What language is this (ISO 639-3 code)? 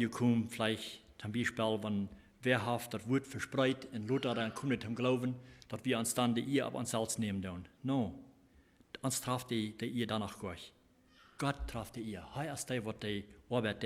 pdt